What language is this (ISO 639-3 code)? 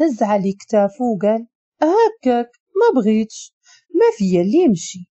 ary